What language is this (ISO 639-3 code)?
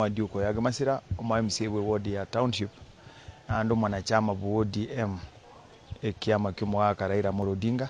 guz